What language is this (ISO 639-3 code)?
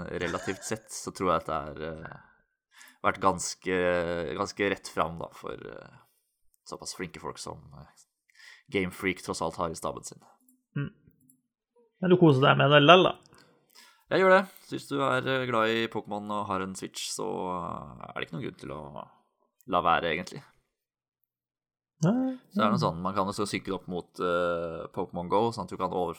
nor